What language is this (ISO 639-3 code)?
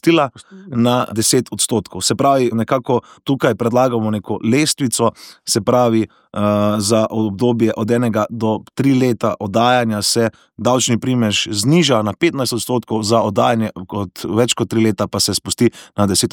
slv